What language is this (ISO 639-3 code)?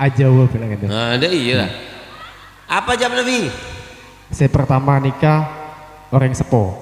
mad